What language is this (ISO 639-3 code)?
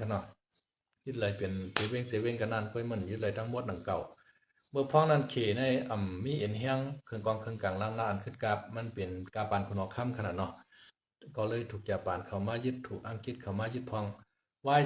shn